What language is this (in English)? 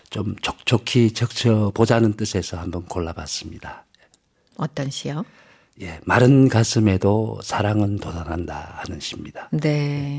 Korean